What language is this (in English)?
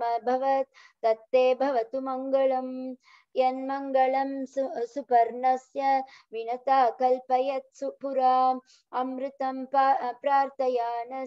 Sanskrit